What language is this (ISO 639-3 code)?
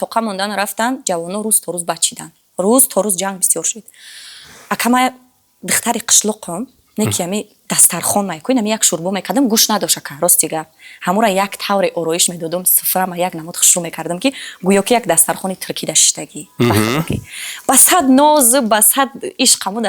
tgk